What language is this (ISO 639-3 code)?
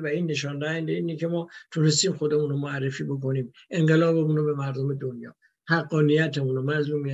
fas